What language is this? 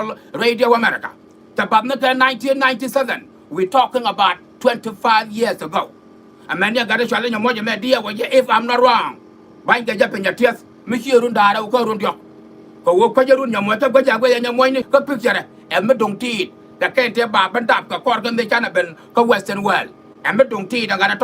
Nuer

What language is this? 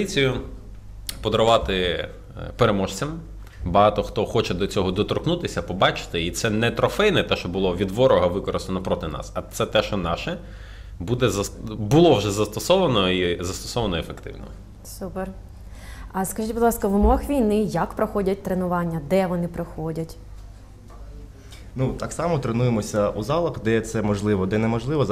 Ukrainian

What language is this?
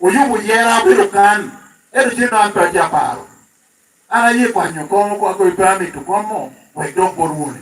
Lango (Uganda)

